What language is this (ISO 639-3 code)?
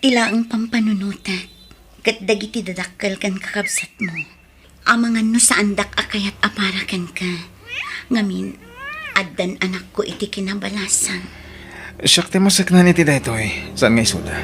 ilo